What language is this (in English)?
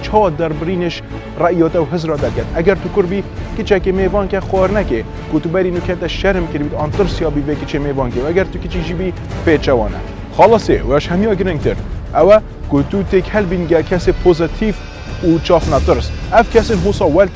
Kurdish